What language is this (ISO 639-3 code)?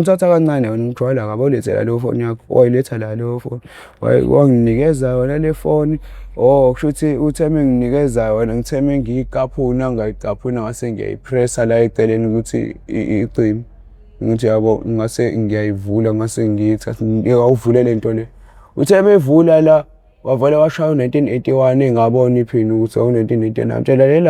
zul